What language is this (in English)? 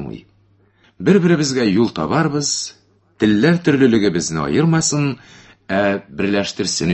Tatar